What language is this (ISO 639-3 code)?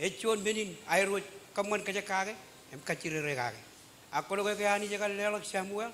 mah